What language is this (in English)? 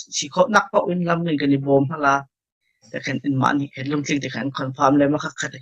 Hakha Chin